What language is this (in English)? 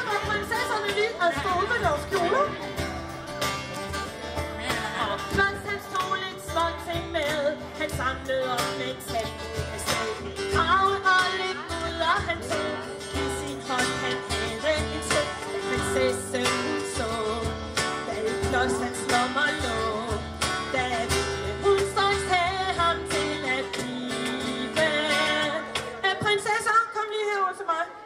Danish